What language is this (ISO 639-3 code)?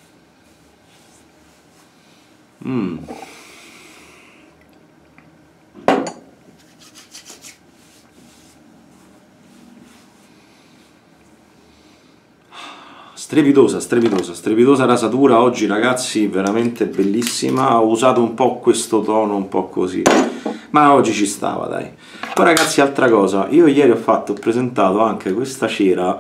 ita